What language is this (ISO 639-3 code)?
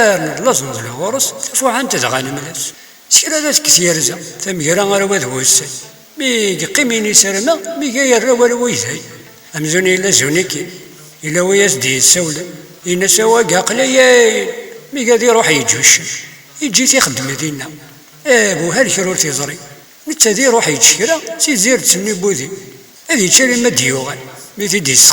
kab